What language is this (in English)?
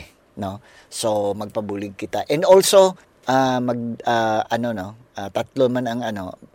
Hiligaynon